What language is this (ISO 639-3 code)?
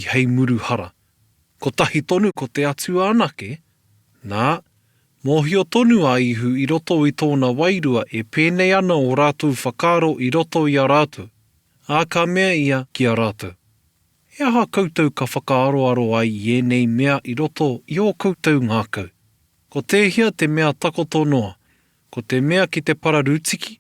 mri